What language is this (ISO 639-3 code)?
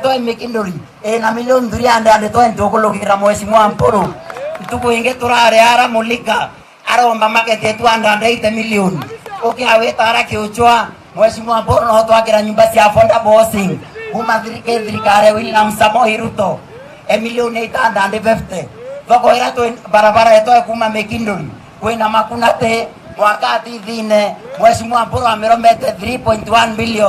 mer